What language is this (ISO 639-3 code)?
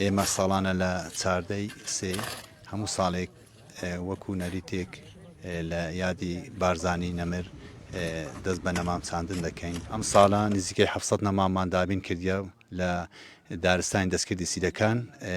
ckb